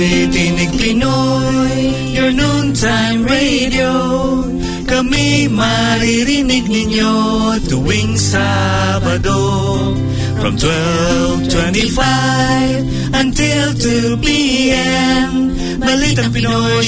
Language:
Filipino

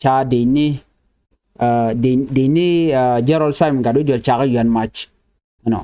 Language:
Nuer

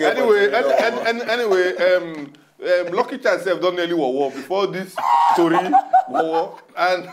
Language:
Nigerian Pidgin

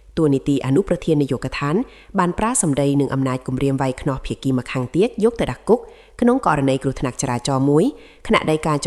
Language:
Khmer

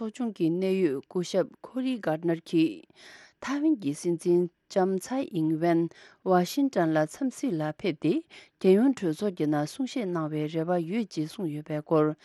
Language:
Tibetan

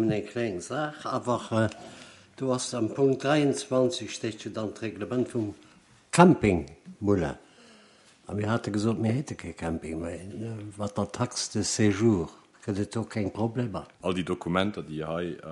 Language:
Luxembourgish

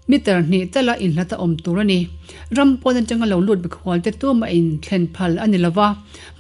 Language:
Mizo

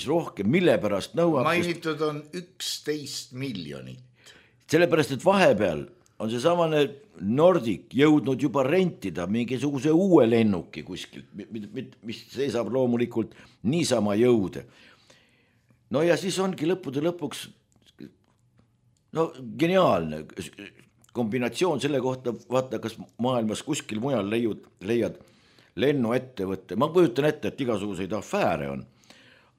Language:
Estonian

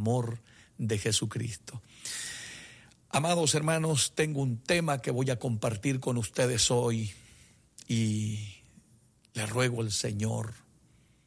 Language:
Spanish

